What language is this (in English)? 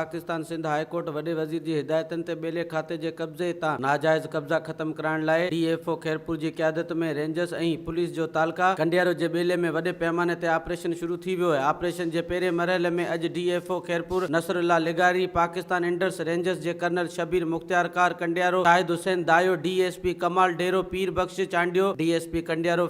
Sindhi